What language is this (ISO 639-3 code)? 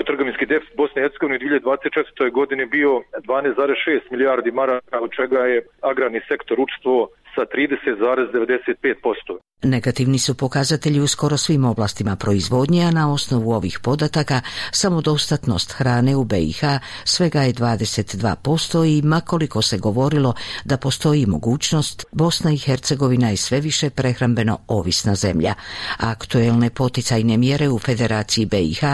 bos